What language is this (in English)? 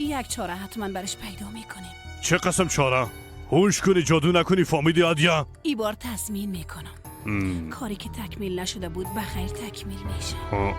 Persian